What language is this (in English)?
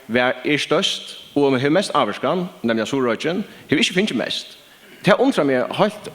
Faroese